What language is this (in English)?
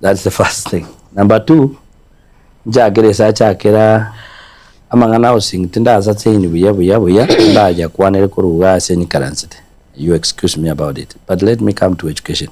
Gusii